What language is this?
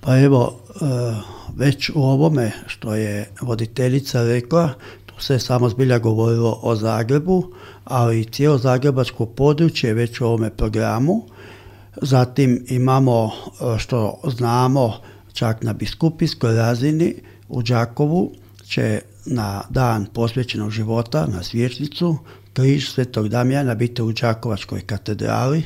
Croatian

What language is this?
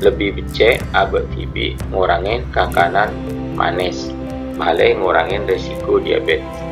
Madurese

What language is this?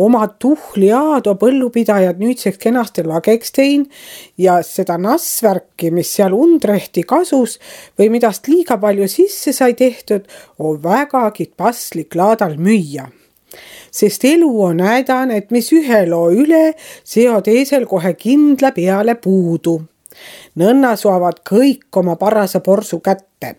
Estonian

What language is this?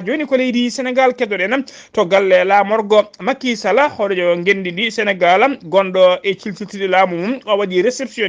Fula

